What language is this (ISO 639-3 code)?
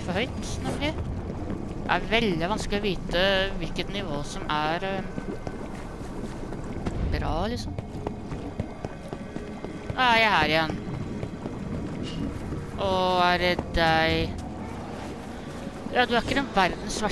nor